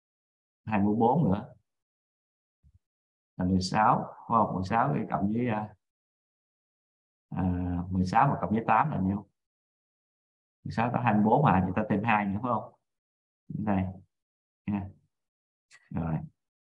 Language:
Vietnamese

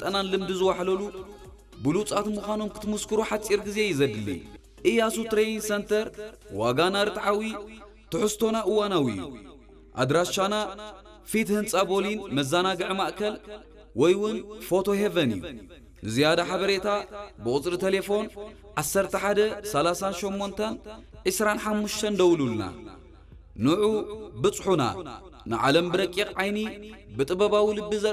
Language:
Tigrinya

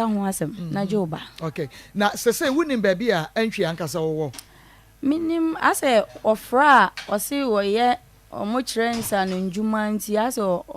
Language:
Akan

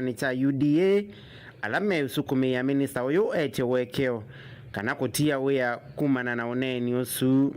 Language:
Kamba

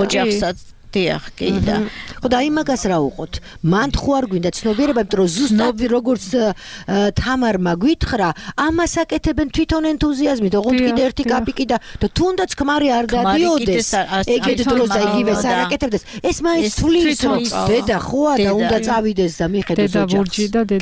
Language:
Georgian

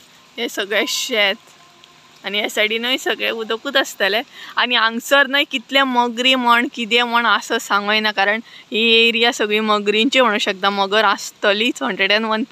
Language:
Konkani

